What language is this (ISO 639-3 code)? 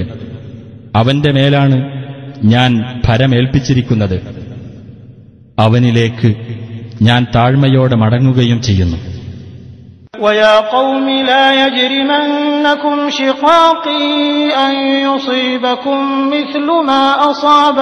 mal